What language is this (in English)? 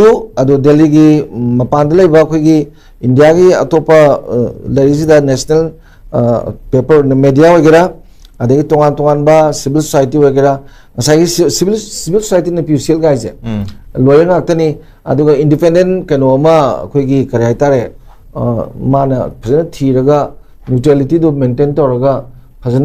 Manipuri